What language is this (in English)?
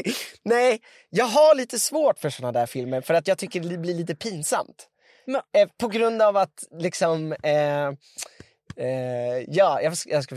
Swedish